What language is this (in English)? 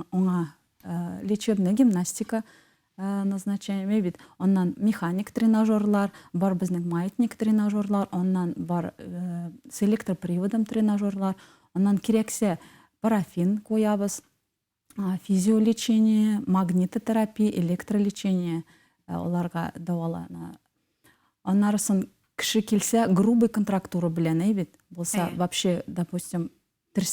Bashkir